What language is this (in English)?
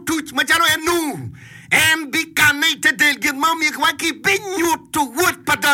Acoli